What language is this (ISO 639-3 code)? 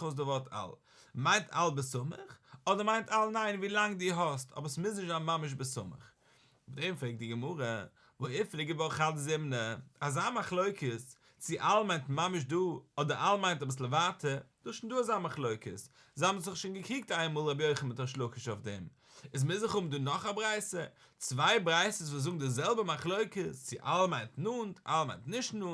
yid